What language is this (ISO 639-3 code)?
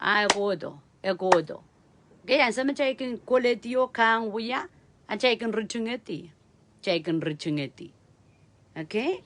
pon